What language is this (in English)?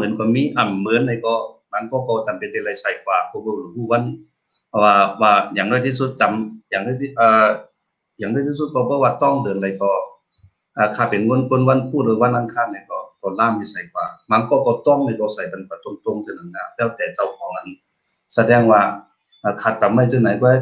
Shan